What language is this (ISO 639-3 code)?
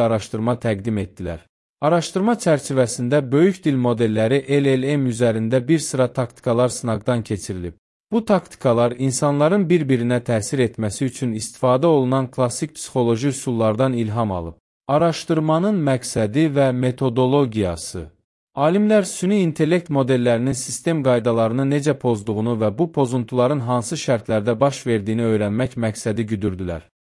aze